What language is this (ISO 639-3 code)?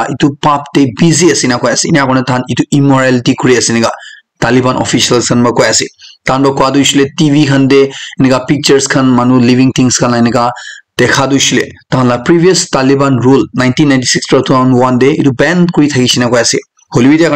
nag